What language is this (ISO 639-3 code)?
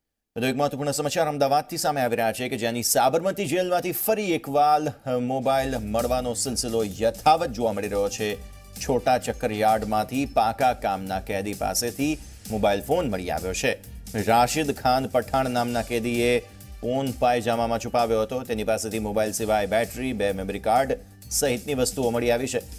guj